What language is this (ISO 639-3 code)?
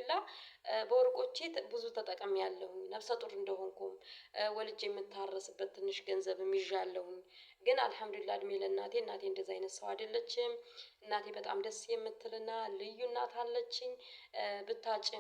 amh